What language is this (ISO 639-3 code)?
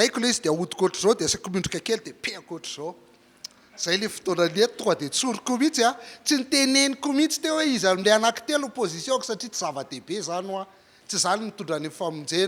mlg